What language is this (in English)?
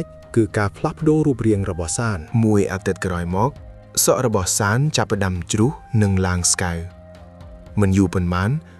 Khmer